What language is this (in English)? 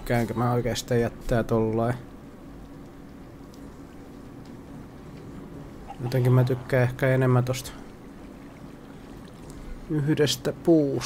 Finnish